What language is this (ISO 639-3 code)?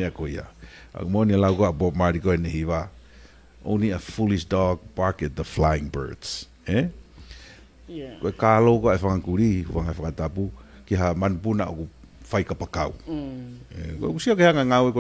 ton